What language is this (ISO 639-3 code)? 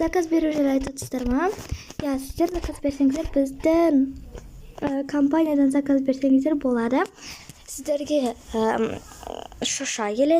kaz